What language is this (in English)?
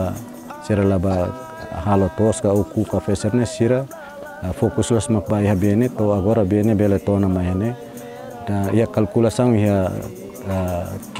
Tetum